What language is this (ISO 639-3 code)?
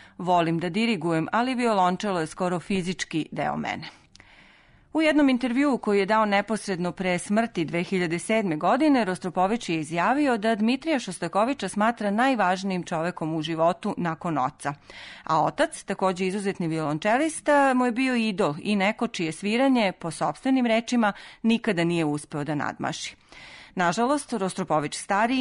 srp